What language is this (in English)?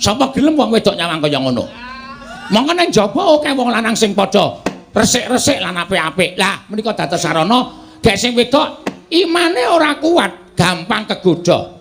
Javanese